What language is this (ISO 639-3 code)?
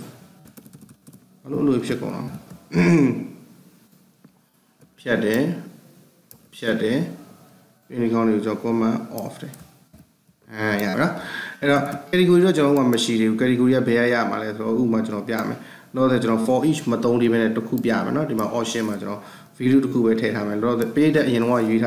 mya